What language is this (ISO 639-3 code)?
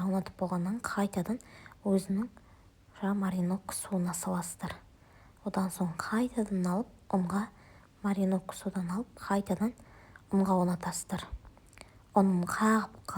kaz